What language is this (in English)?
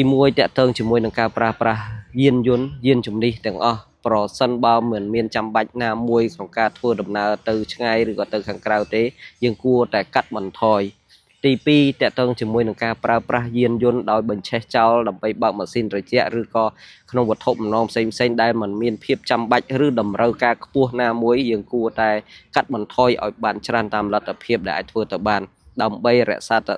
Khmer